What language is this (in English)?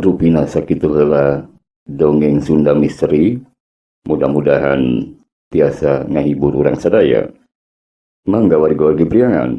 Sundanese